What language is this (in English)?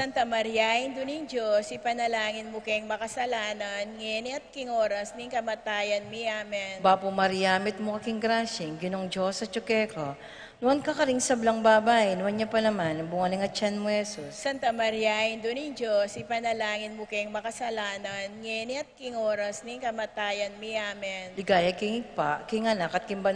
Pampanga